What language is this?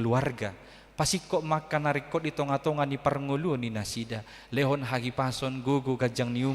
Batak Toba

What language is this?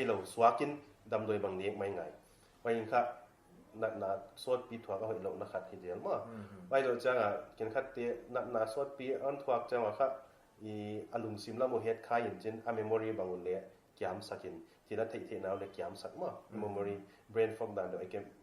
Paite Chin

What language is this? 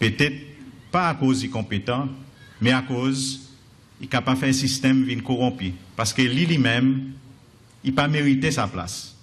Seselwa Creole French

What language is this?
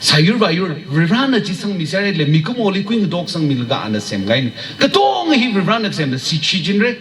Tangkhul Naga (India)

